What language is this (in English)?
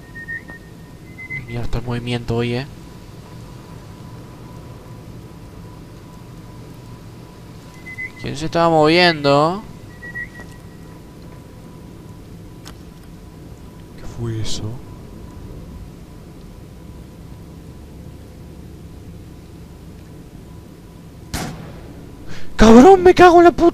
Spanish